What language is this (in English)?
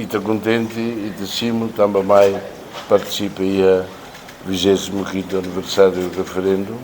Tetum